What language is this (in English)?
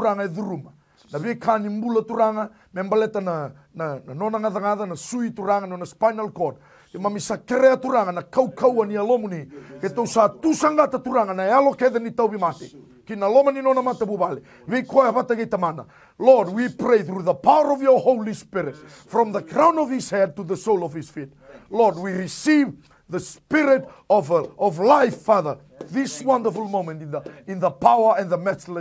Fijian